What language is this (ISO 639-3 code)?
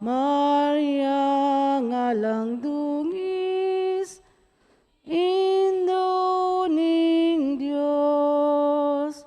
pam